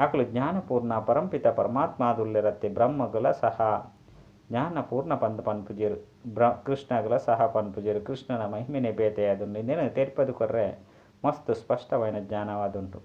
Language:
Tulu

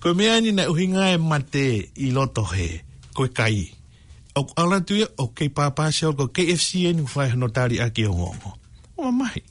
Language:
Tongan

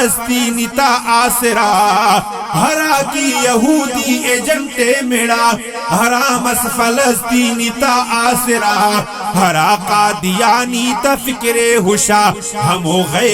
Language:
Brahui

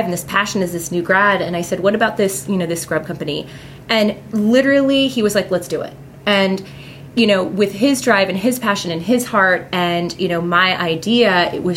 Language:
English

